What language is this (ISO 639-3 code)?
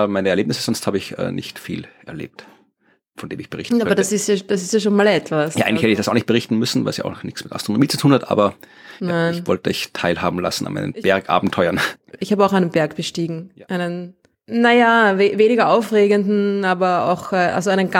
deu